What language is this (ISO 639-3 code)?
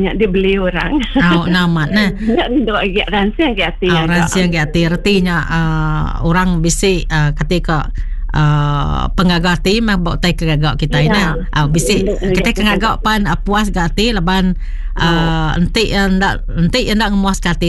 iba